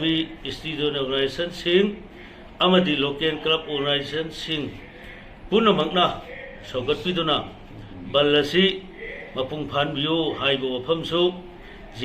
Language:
Manipuri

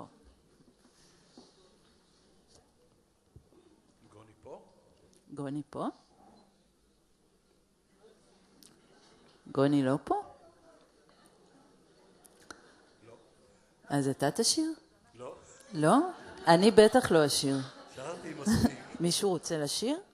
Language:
Hebrew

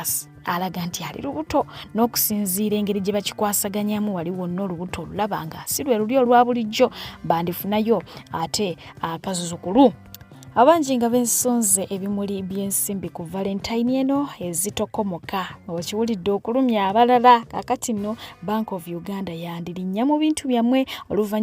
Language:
Ganda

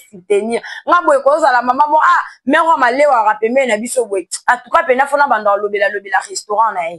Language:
Lingala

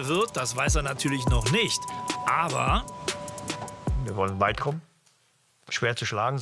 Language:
German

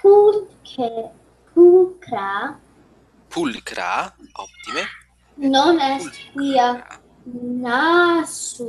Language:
Latin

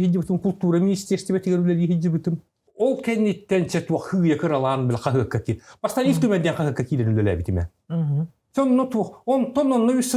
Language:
Yakut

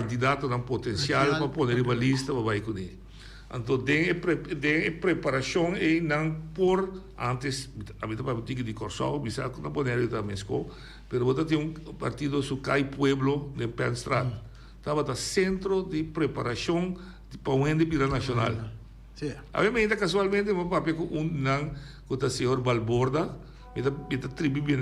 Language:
Papiamento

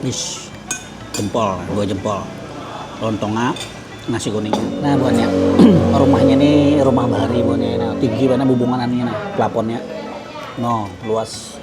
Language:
Banjar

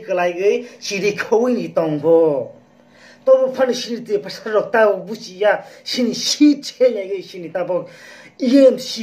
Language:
Kok Borok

